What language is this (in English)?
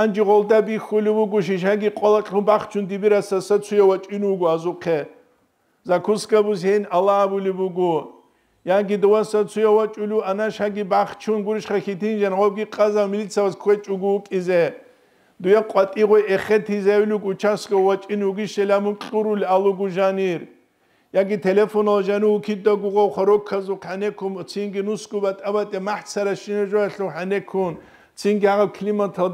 Avaric